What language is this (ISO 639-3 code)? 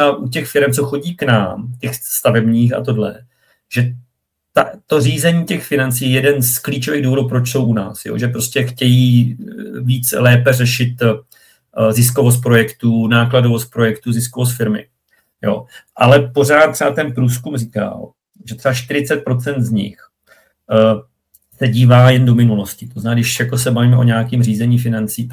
ces